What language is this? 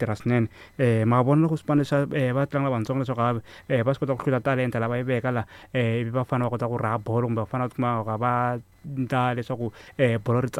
Tsonga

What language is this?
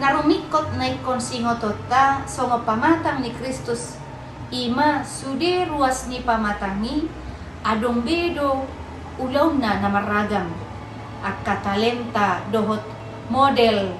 Batak Toba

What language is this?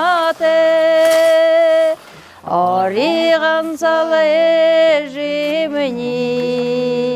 Buriat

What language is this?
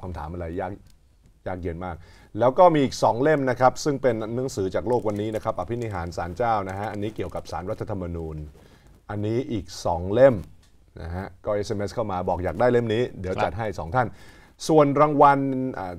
Thai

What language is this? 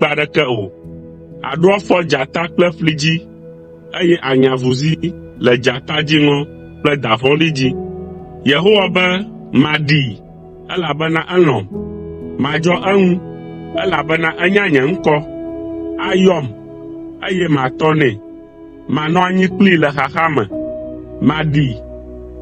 Ewe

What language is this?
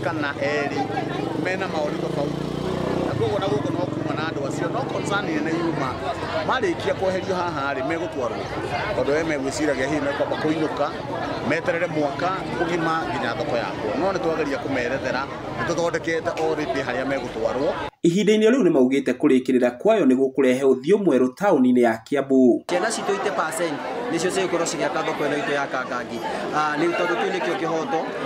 Kikuyu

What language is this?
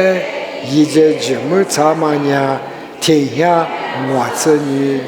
Lisu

